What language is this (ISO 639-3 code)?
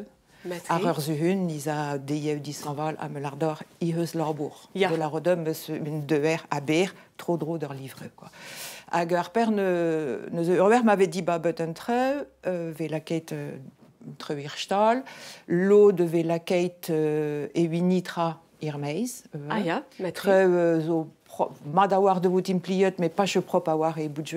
bre